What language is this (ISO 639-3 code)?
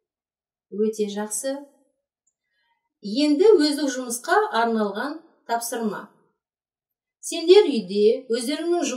kaz